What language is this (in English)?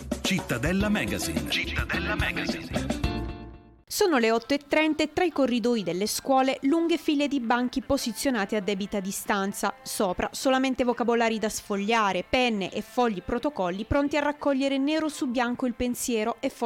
Italian